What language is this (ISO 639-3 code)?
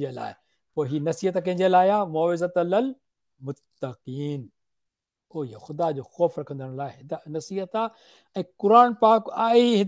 snd